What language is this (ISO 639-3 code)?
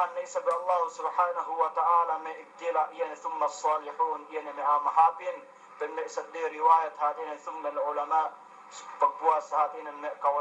yka